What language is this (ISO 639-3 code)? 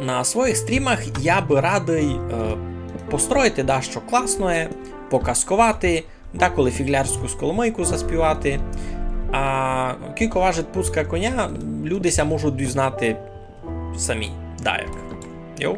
rue